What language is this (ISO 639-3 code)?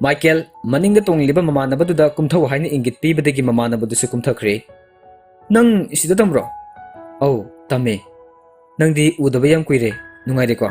mni